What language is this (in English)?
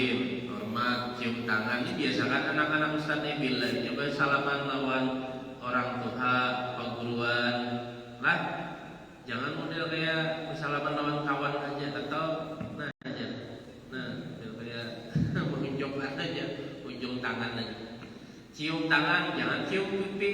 Banjar